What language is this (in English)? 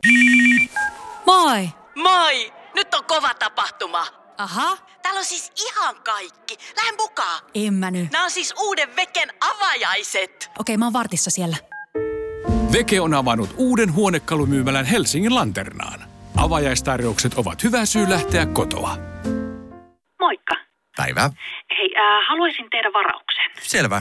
Finnish